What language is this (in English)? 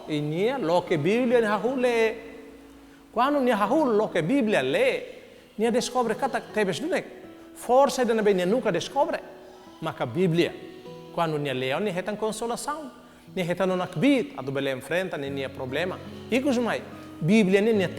Tetum